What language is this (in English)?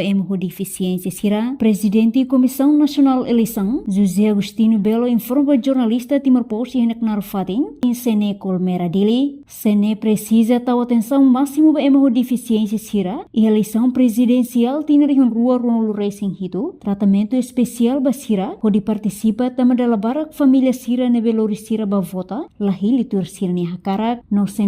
Tetum